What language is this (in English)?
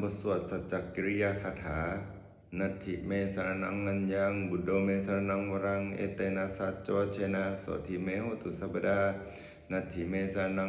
Pali